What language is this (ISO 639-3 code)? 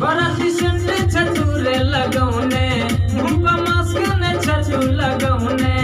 mai